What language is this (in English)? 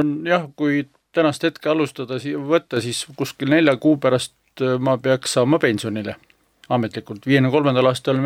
Estonian